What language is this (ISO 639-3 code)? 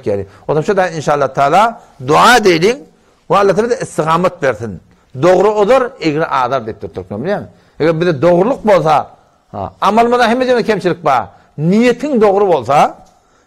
tuk